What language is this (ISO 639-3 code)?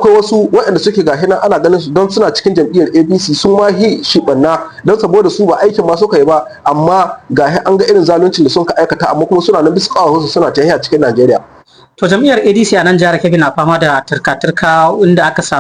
hau